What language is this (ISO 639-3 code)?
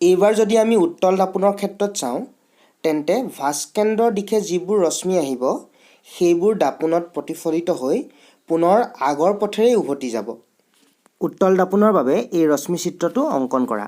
asm